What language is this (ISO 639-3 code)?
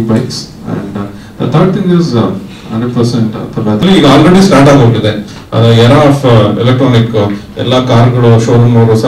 kan